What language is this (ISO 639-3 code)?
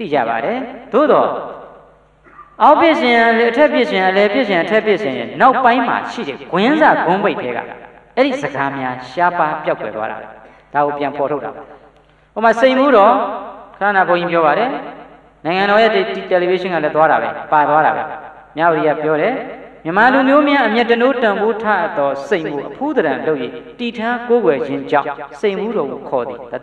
mya